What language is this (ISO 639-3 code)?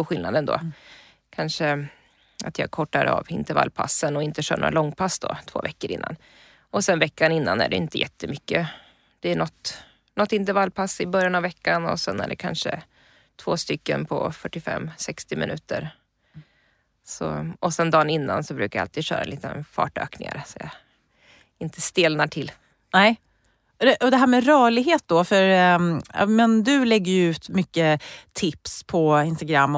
swe